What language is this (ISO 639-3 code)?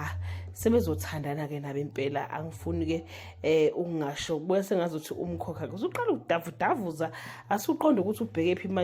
zul